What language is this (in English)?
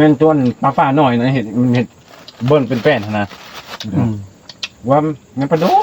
Northeastern Thai